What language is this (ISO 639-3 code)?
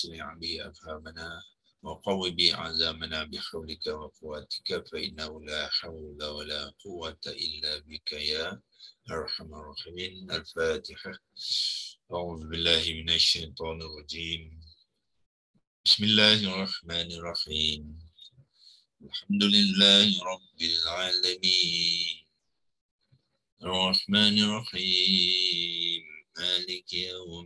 msa